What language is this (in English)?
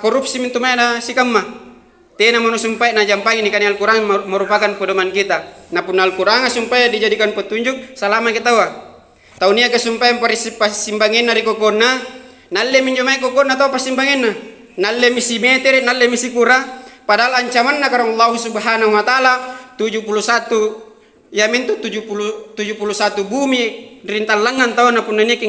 Makasar